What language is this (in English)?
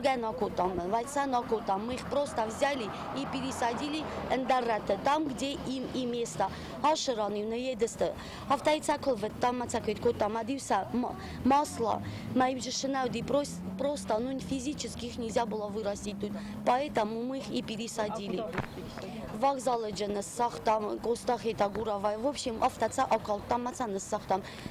Ossetic